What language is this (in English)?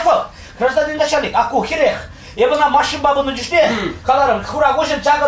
Chuvash